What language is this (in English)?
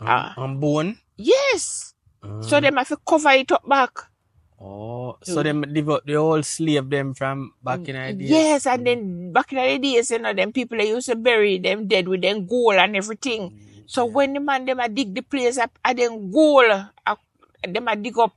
Jamaican Creole English